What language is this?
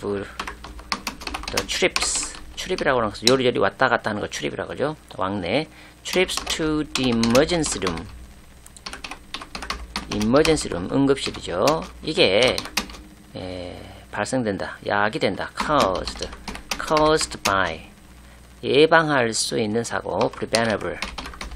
Korean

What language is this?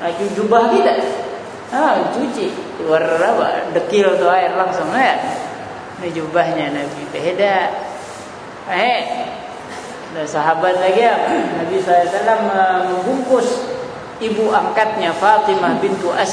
Indonesian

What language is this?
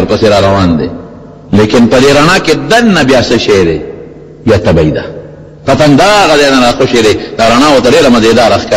Pashto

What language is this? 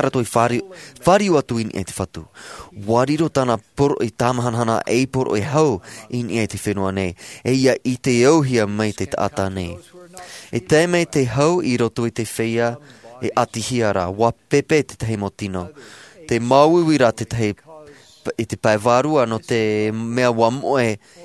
Tahitian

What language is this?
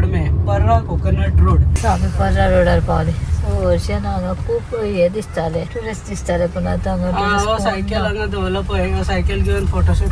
Konkani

